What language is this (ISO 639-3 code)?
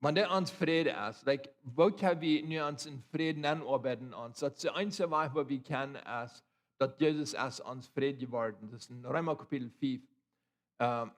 pdt